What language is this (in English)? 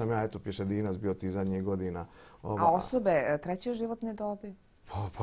Bosnian